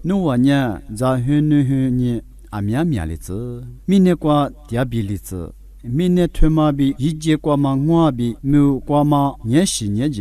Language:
Lisu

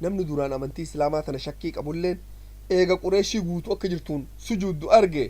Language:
Oromo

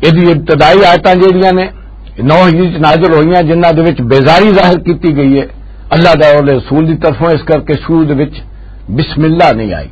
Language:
Western Panjabi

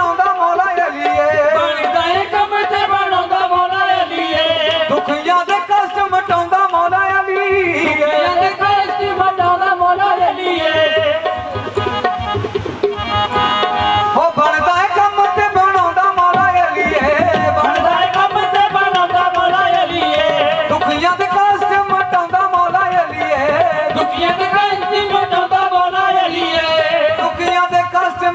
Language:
Punjabi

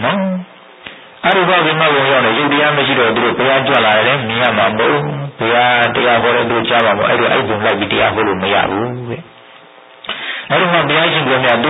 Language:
Burmese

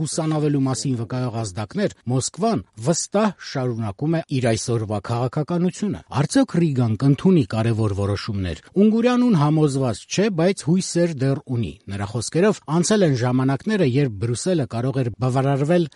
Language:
Armenian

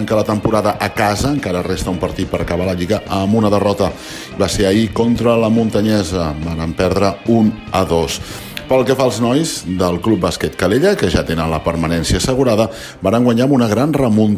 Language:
Catalan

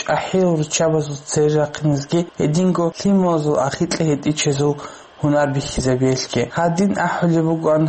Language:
Avaric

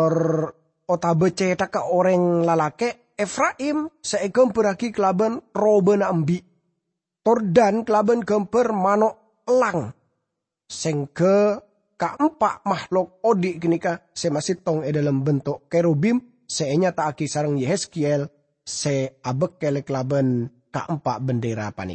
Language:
Madurese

